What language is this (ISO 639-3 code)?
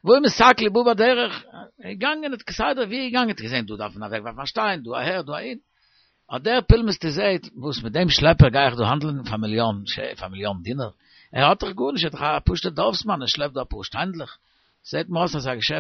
yid